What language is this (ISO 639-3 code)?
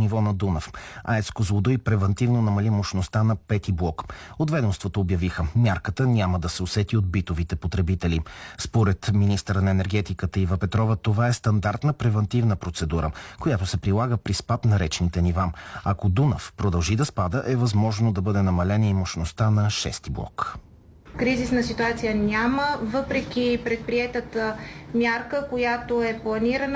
bul